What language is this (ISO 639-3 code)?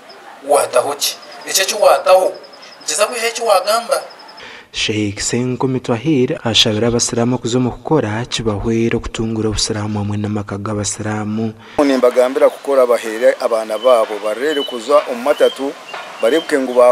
nyn